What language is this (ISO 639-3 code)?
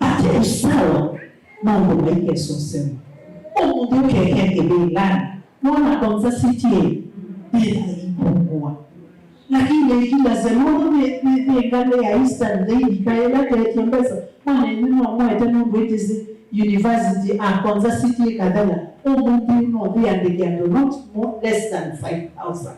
kam